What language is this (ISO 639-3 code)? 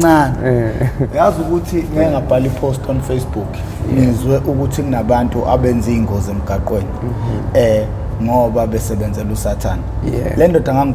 zul